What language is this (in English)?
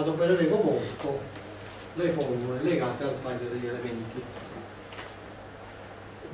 Italian